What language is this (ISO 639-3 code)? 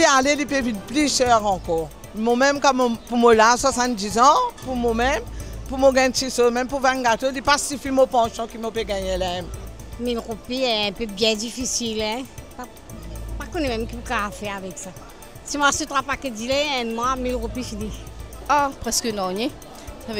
mfe